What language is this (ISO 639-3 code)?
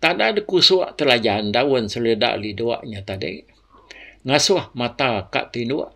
iba